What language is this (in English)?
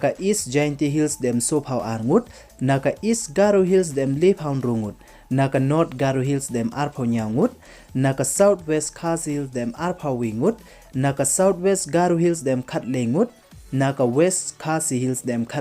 Pnar